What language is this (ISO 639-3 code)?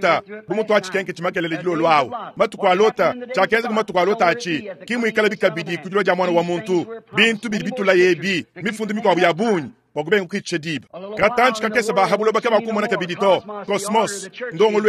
lua